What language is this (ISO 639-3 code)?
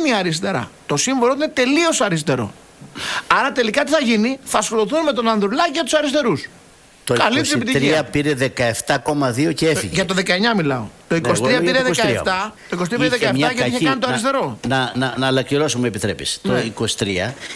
ell